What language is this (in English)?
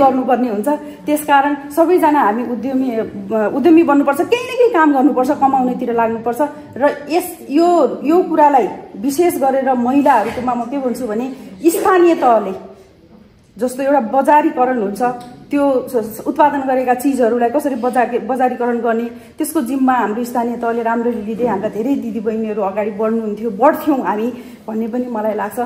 Nepali